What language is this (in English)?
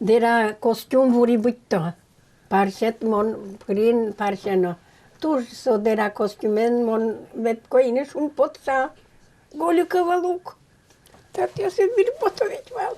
Udmurt